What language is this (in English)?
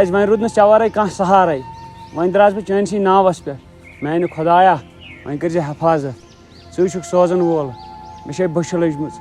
Kashmiri